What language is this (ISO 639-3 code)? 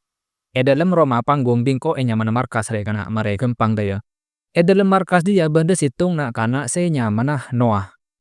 mad